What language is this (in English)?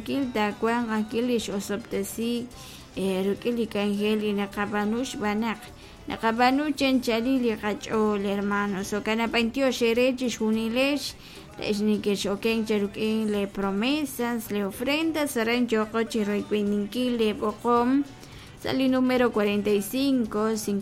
Kekchí